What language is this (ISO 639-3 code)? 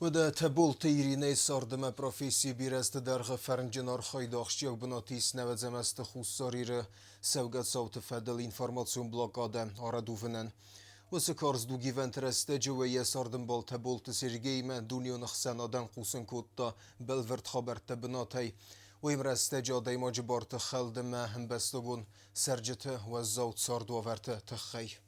oss